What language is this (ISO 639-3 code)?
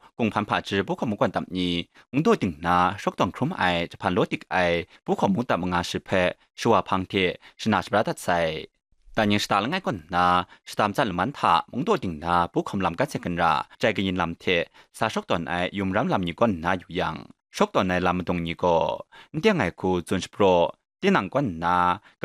kac